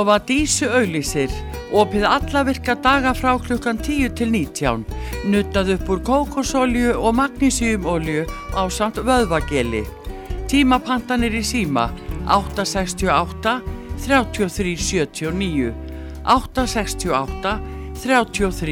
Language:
Icelandic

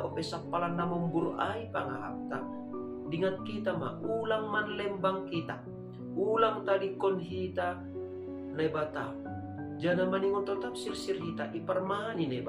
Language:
Batak Simalungun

